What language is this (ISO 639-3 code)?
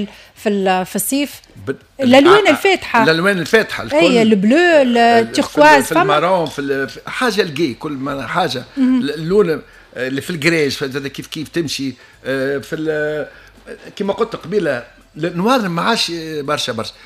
aeb